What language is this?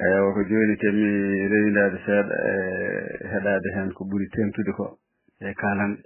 Fula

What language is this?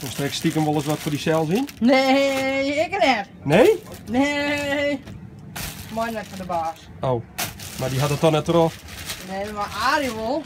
Western Frisian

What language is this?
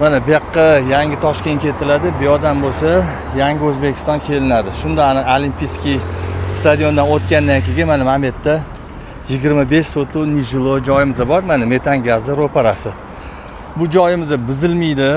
Uzbek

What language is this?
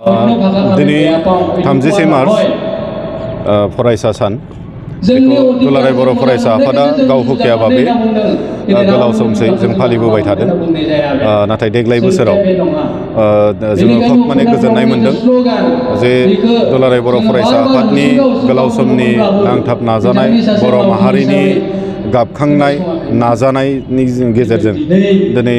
Bodo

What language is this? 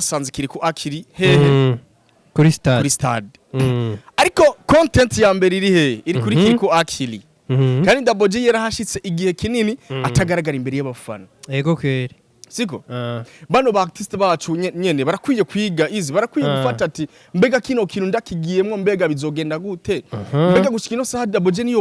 Rundi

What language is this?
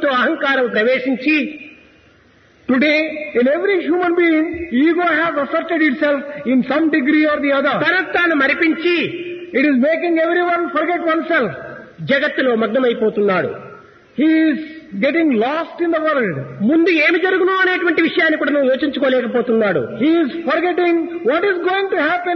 Telugu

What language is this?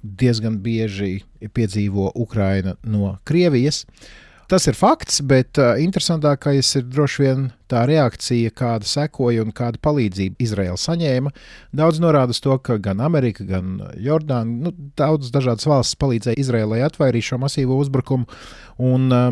Latvian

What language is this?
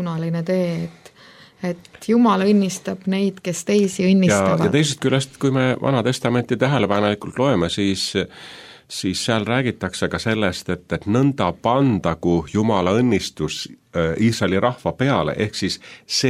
Estonian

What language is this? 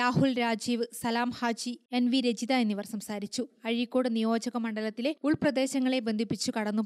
Malayalam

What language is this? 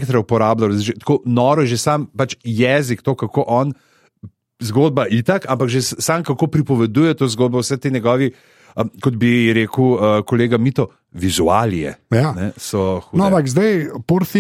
Slovenian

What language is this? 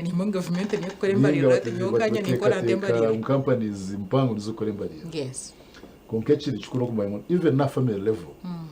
Nyankole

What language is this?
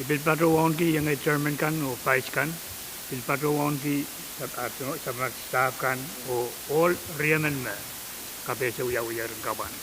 Pohnpeian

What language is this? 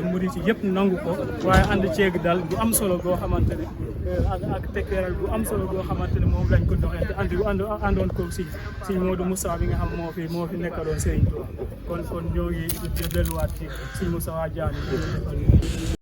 Wolof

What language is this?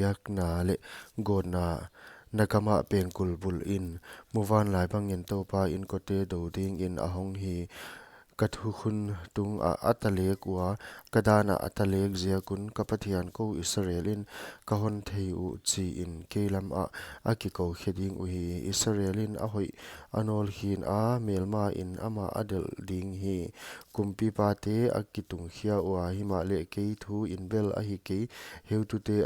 Paite Chin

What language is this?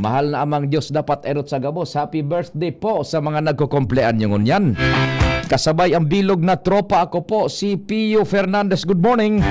Bikol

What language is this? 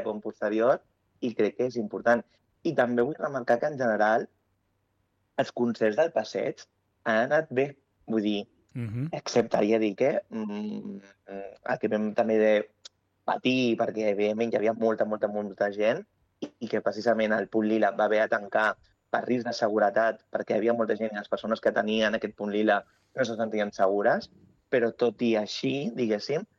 Catalan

